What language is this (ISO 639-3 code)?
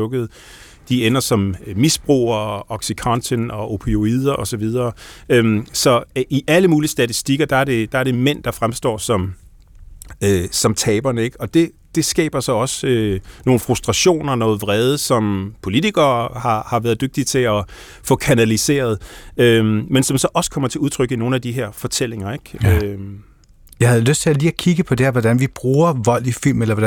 dan